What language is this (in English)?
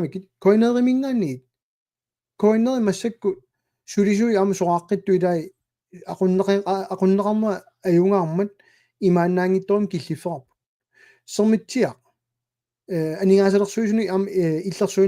Kalaallisut